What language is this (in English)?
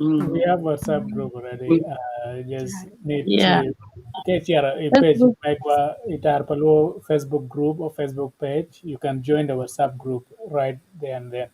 Acoli